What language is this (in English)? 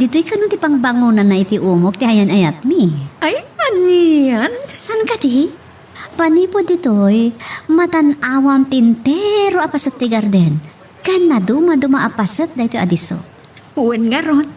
Iloko